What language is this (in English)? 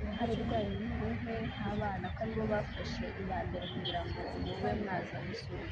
Kinyarwanda